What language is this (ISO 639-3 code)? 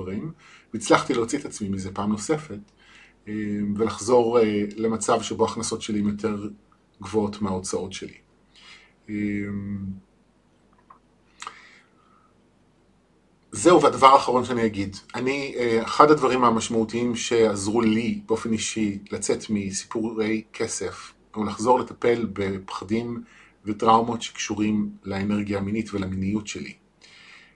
heb